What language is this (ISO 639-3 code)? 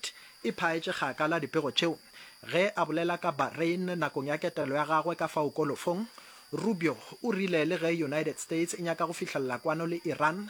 nso